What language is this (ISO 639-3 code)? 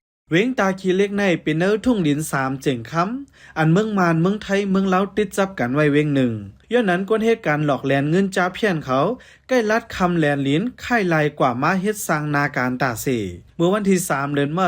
shn